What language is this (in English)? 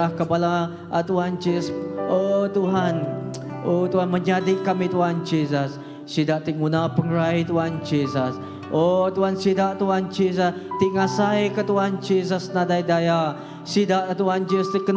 Iban